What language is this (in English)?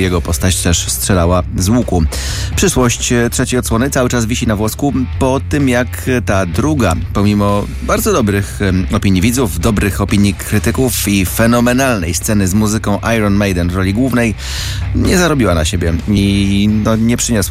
Polish